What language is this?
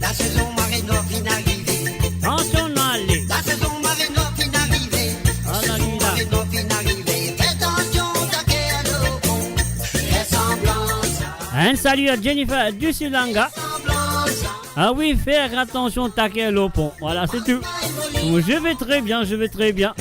Morisyen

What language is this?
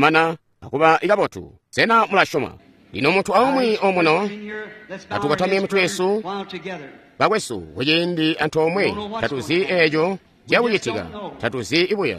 Tonga (Zambia)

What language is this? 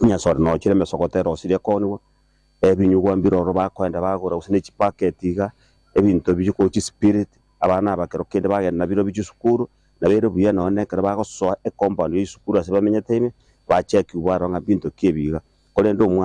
Gusii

